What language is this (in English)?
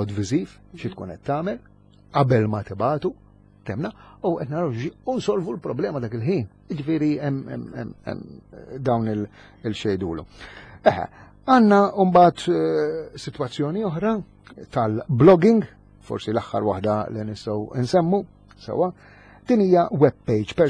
Maltese